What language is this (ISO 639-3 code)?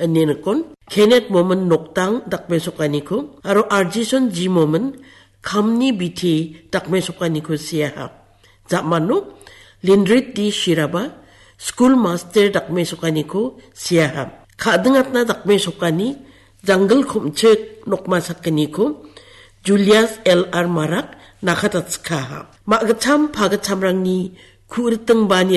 grt